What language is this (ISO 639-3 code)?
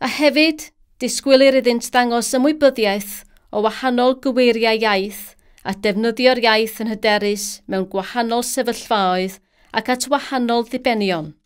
cym